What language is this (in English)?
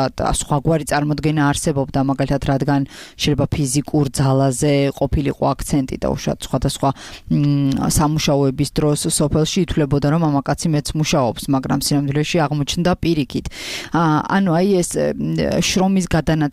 Georgian